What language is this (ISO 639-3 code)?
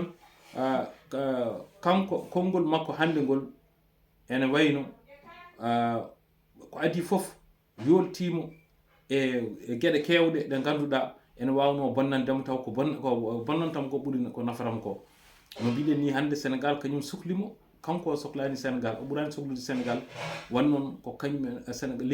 ful